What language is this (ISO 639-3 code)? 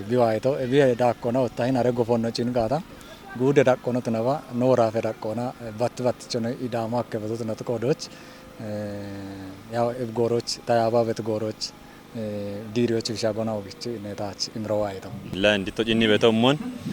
kbr